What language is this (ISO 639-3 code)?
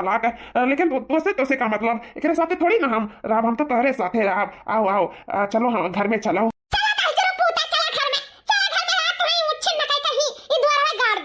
awa